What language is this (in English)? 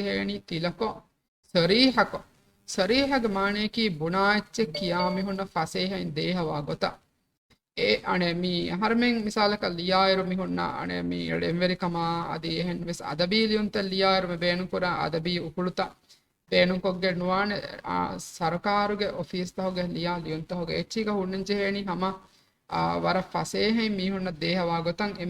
Divehi